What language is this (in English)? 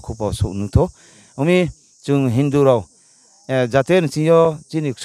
Riang (India)